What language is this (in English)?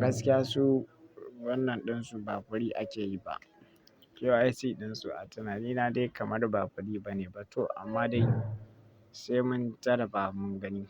Hausa